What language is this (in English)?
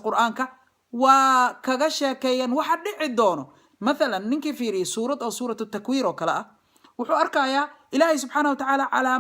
Somali